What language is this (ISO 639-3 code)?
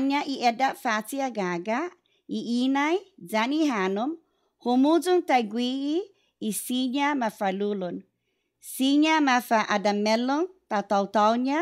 cha